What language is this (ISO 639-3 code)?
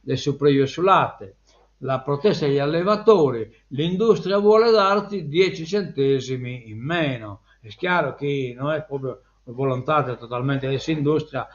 srd